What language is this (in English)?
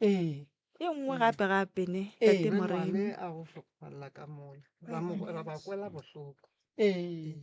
Northern Sotho